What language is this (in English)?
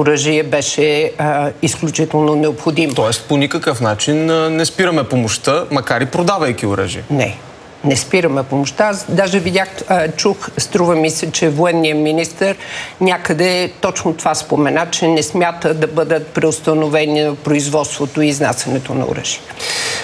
Bulgarian